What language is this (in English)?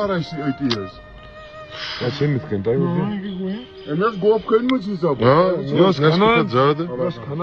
Kashmiri